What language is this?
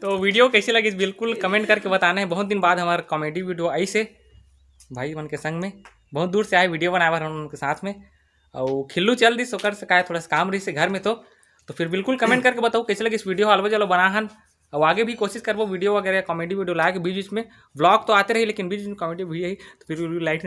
Chhattisgarhi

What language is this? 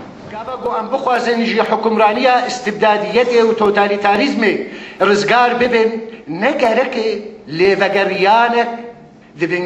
Kurdish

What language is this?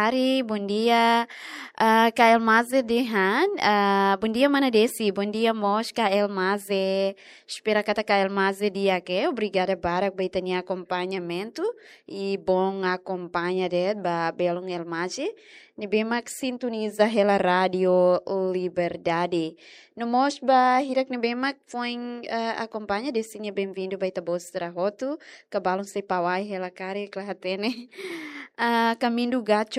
Tetum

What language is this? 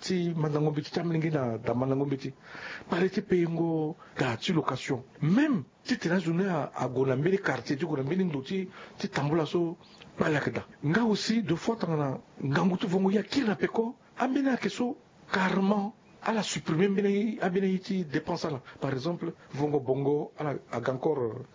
Sango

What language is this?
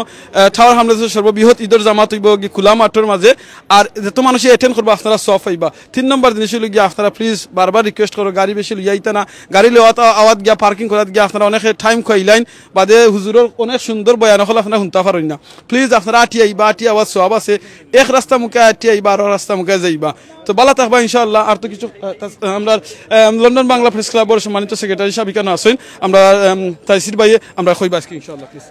Sylheti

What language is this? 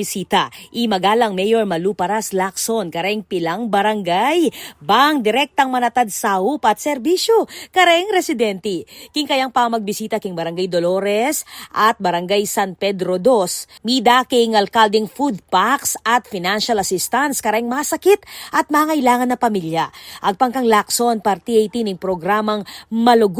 Pampanga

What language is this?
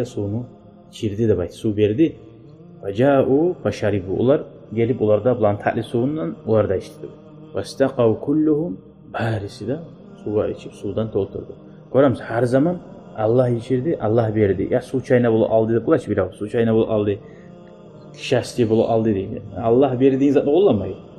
Kumyk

